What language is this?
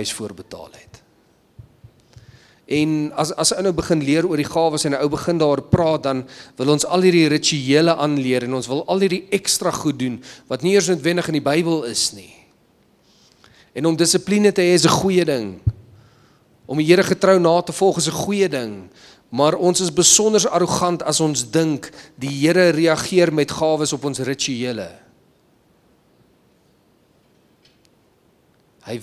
Afrikaans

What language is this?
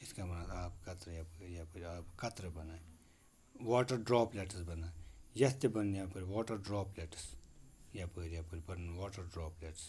Kashmiri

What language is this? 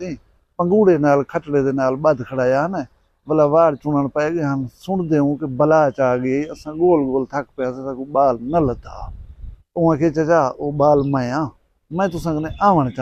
Saraiki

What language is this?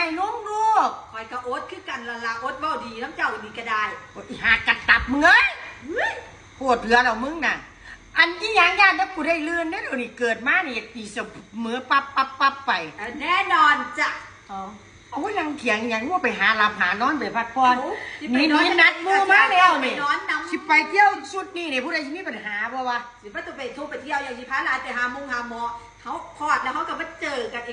Northeastern Thai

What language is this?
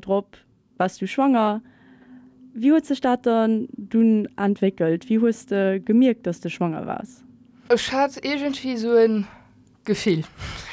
Luxembourgish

